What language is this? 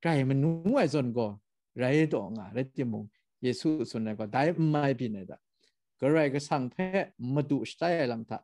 Kachin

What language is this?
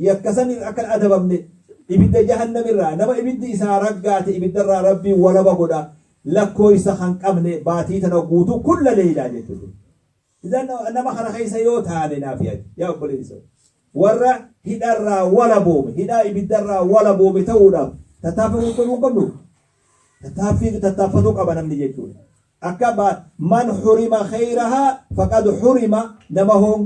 Oromo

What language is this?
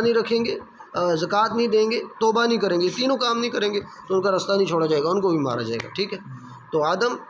Urdu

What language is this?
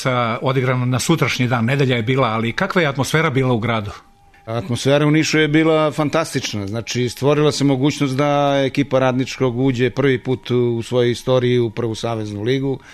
Serbian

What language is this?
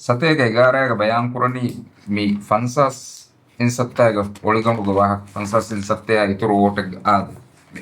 Divehi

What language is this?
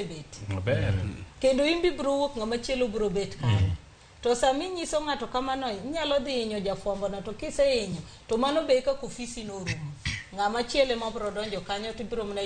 Luo (Kenya and Tanzania)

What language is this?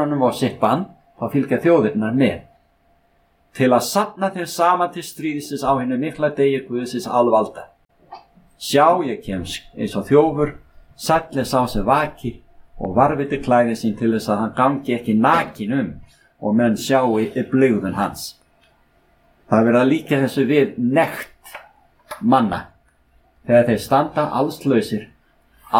Icelandic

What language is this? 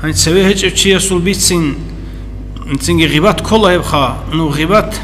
Avaric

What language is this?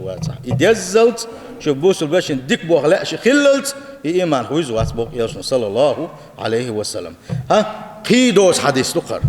Chechen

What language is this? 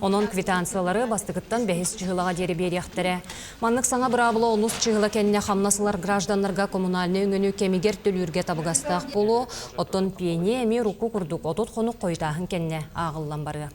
Yakut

